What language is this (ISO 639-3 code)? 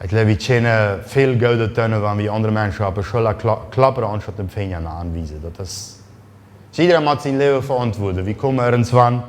pdt